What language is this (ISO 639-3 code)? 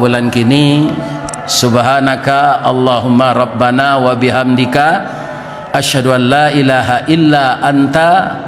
min